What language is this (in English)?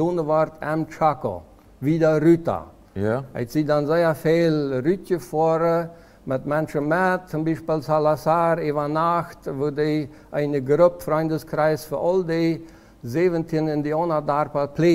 Plautdietsch